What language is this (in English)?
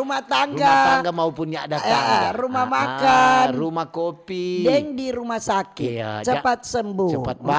Manado Malay